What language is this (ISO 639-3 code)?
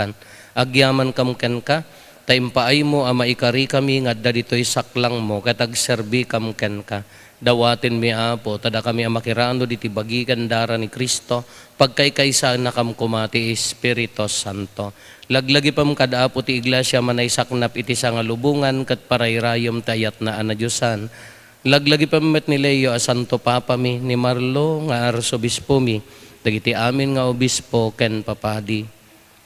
ilo